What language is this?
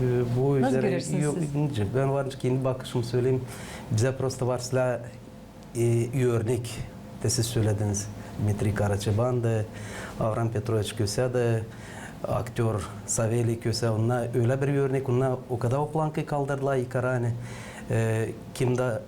Gagauz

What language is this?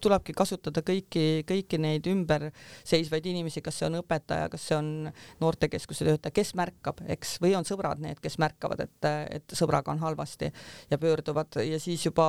Estonian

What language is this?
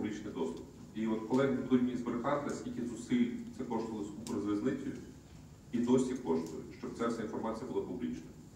Ukrainian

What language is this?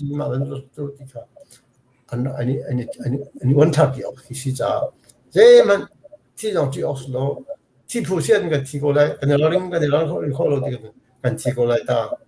Hakha Chin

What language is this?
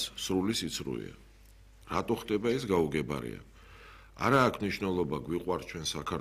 Georgian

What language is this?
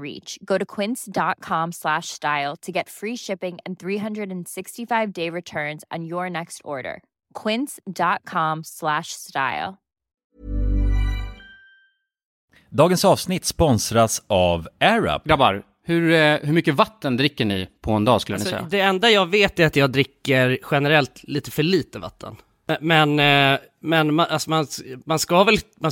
Swedish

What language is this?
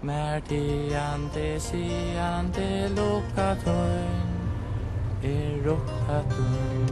Faroese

